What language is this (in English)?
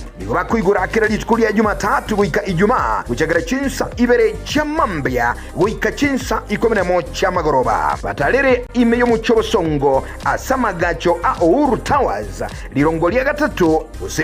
Gusii